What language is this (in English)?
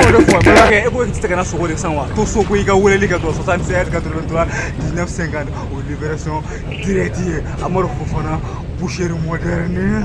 Bambara